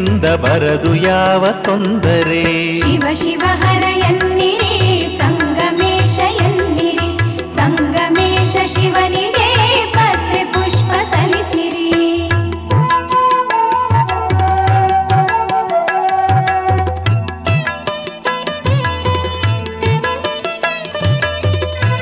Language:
Kannada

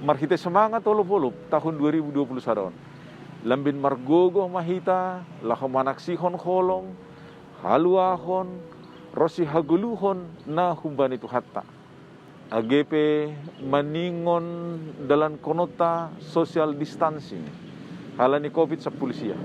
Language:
Batak Simalungun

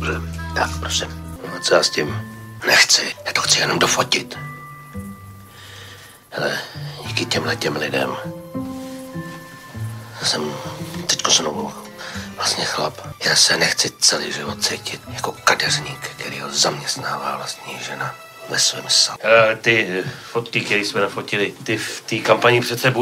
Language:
Czech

